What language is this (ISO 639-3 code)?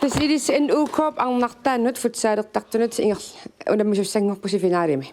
kal